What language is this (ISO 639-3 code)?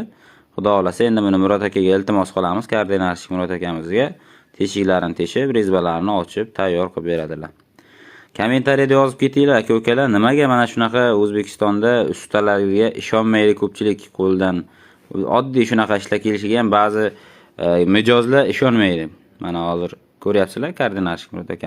uzb